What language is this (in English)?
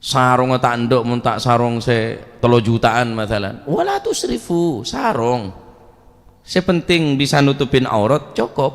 Madurese